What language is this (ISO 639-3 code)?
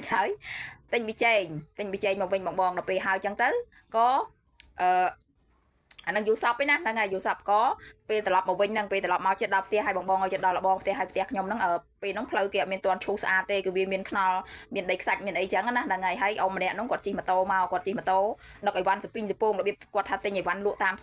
khm